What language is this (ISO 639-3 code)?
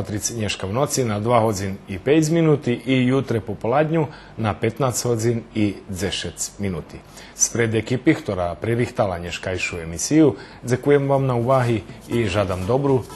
rue